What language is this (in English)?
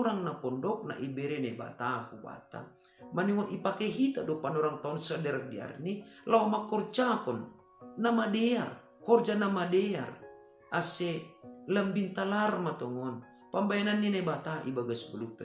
Batak Simalungun